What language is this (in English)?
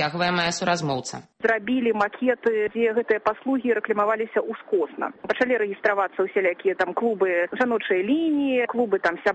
Belarusian